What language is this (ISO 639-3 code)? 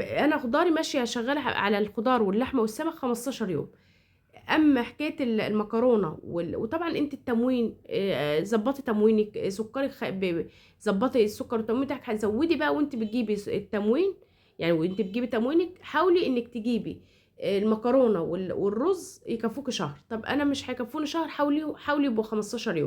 arz